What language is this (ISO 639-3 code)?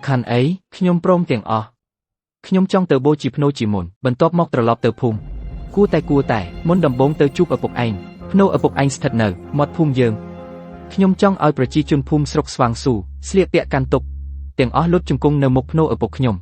khm